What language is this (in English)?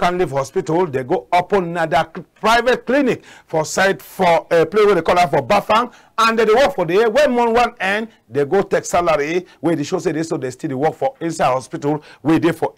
Cameroon Pidgin